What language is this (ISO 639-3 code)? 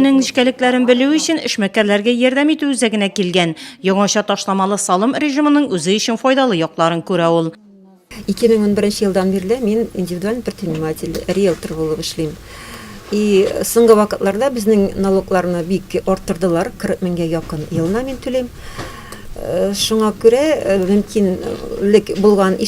tat